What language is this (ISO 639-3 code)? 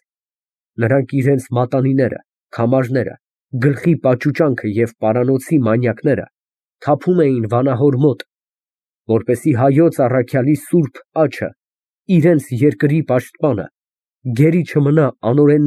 hye